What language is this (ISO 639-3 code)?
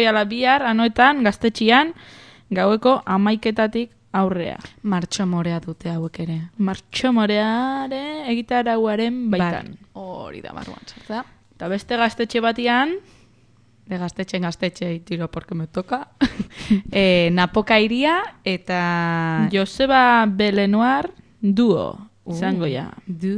eus